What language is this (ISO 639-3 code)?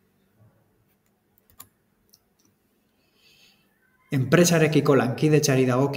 eus